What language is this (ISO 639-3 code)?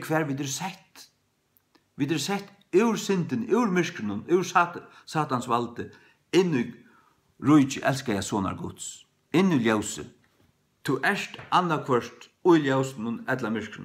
fao